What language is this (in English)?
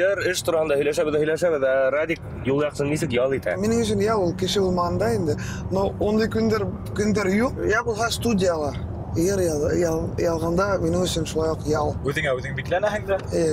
Bashkir